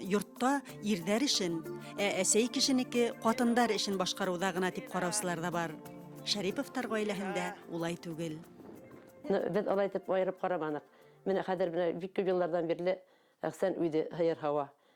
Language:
Bashkir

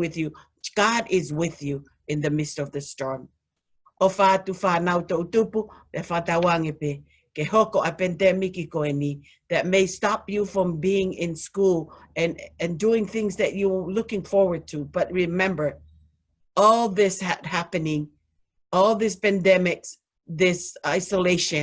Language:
Tongan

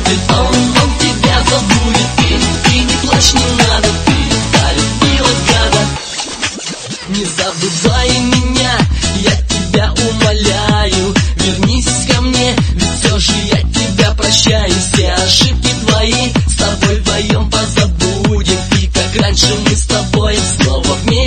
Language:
Russian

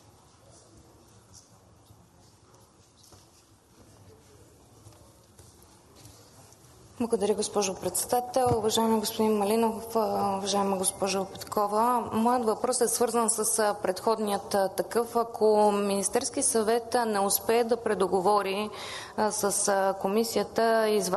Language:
Bulgarian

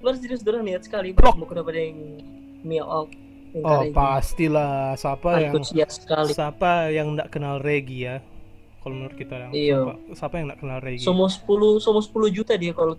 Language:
Manado Malay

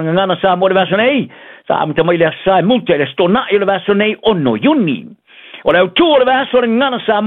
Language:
Samoan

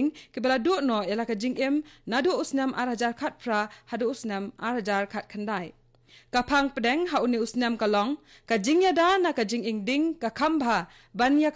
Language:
Khasi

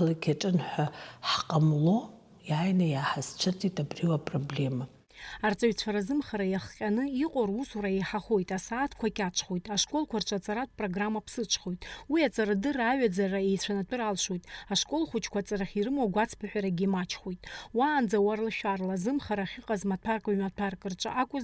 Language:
Abkhazian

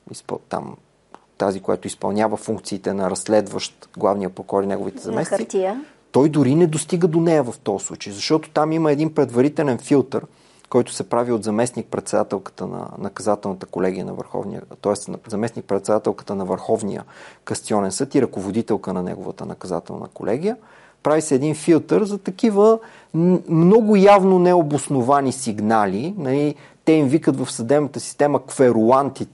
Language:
Bulgarian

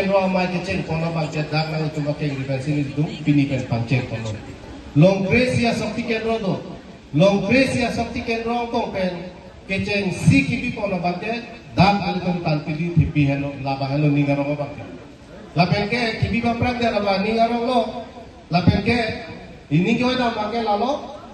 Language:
Karbi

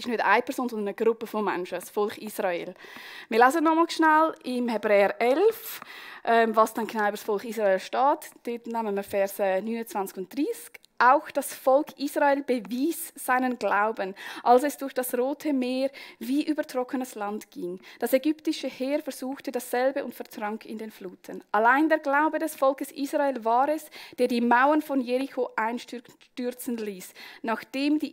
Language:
Swiss German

